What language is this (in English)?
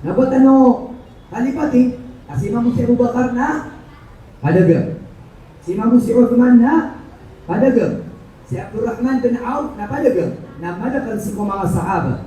Maranao